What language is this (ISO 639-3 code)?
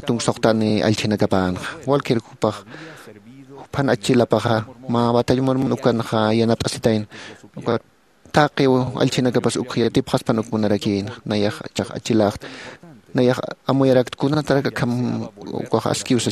aym